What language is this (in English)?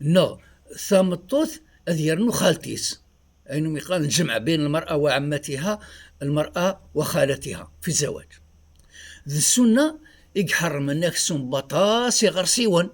Kabyle